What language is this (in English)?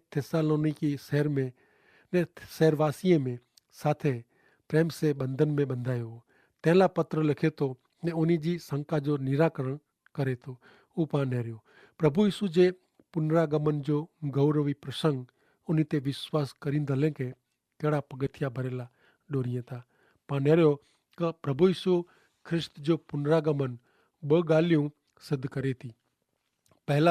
Kachhi